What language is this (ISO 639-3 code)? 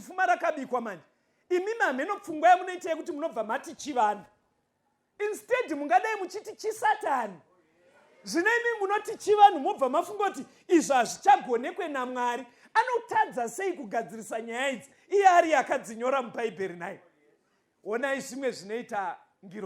sna